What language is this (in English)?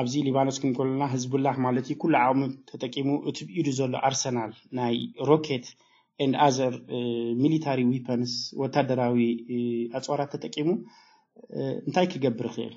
Tigrinya